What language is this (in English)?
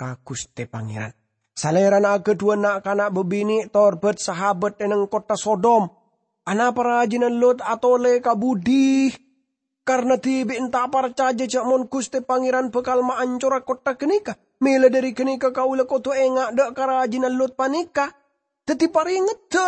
Madurese